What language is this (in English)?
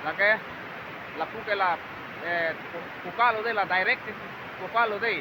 Karbi